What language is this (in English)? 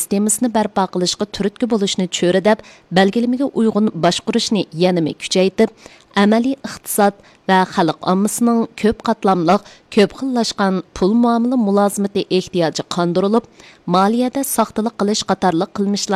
Uyghur